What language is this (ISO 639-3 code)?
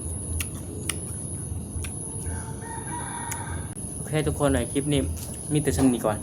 lao